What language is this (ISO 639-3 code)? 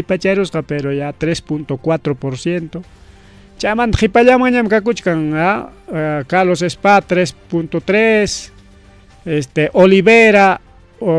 quy